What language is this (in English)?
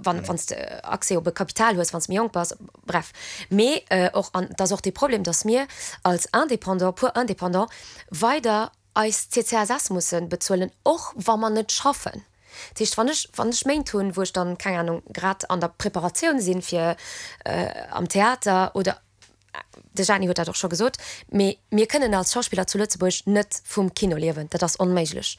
Luxembourgish